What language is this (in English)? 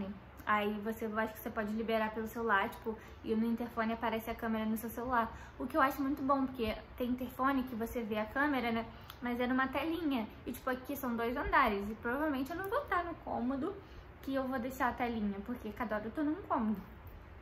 Portuguese